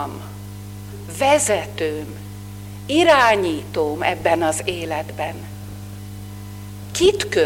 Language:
Hungarian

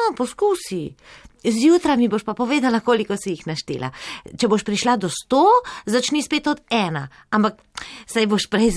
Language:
Slovenian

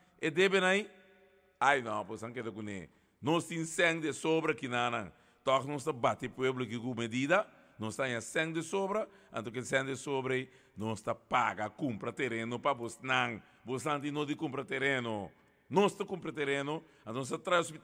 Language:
Papiamento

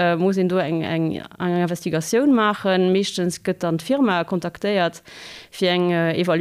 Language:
Luxembourgish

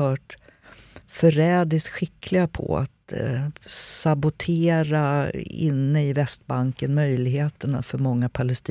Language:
Swedish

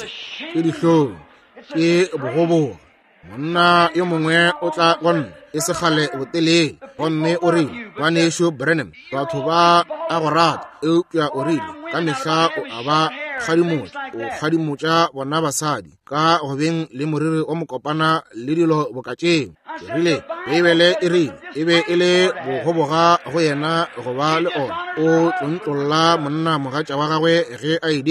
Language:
Northern Sotho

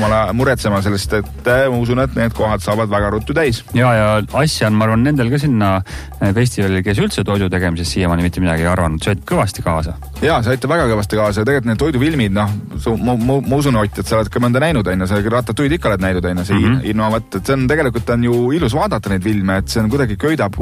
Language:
Estonian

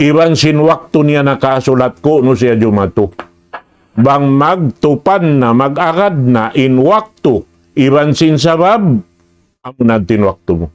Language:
Tausug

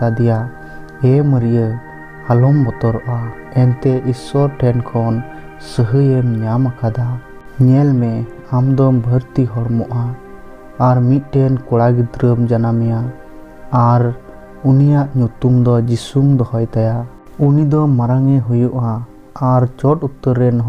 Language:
Santali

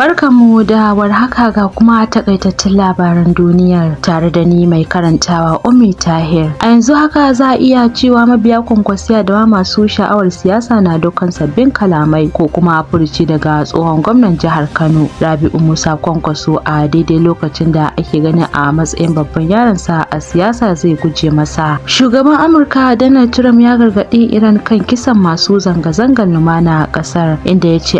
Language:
Hausa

